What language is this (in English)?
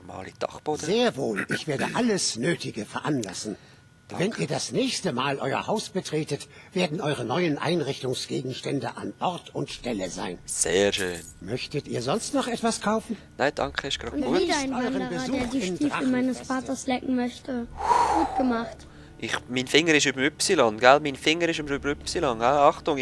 Swiss German